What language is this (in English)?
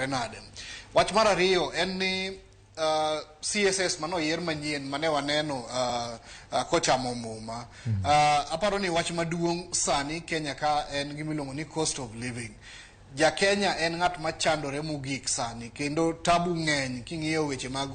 Luo (Kenya and Tanzania)